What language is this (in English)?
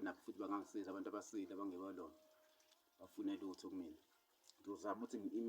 Zulu